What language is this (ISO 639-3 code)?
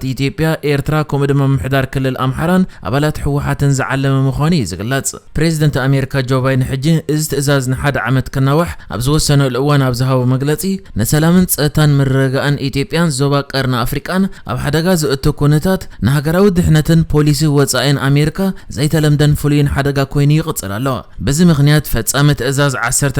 tir